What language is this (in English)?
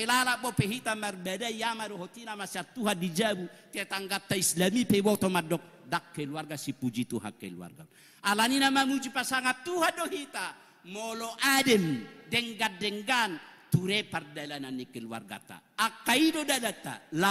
Batak Toba